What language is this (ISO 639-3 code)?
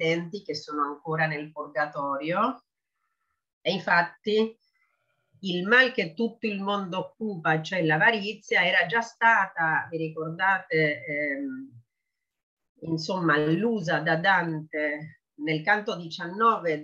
ita